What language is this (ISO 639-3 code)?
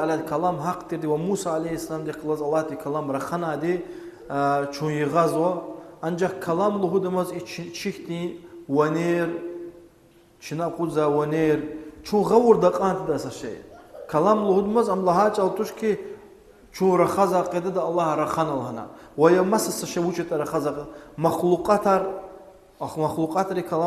lez